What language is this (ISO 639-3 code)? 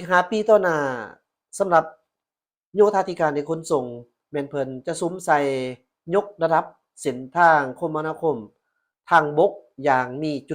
lao